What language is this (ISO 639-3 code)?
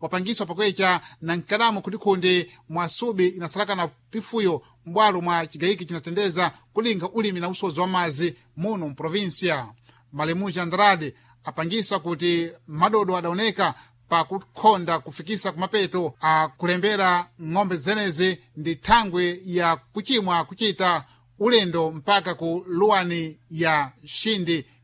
seh